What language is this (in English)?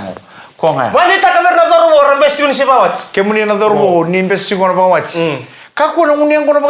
Fijian